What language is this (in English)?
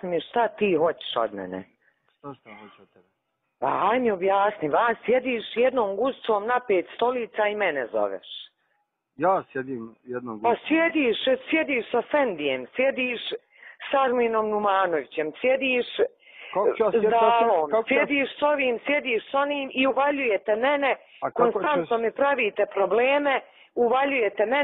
Bosnian